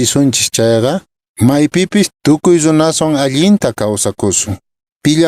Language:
Quechua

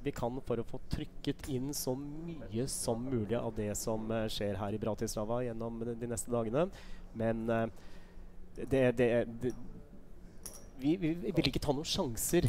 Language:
Norwegian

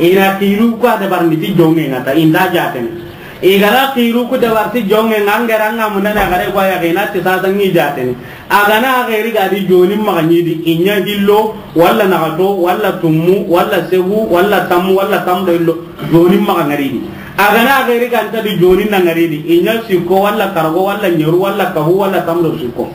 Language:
Soninke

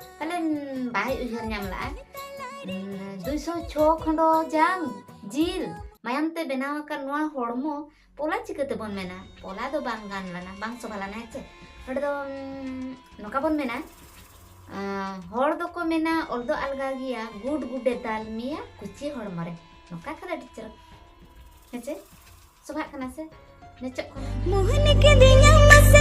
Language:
Santali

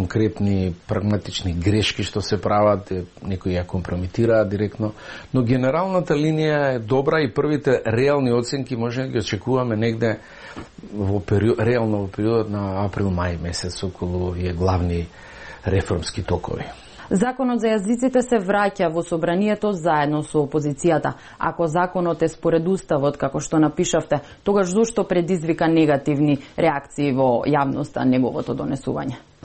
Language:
Macedonian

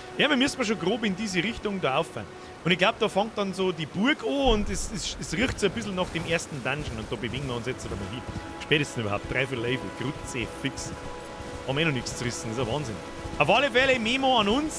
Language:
Bavarian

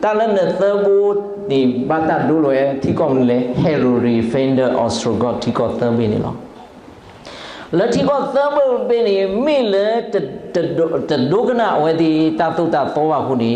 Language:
S'gaw Karen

